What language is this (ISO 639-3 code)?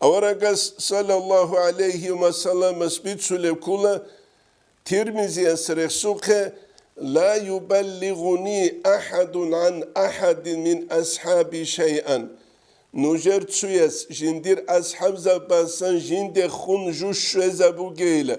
ava